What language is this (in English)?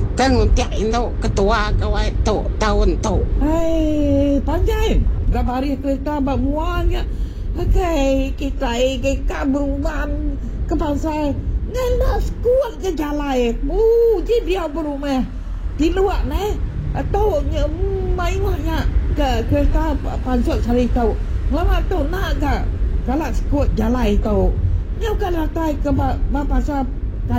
Iban